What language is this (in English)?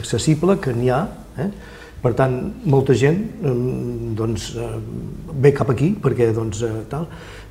Catalan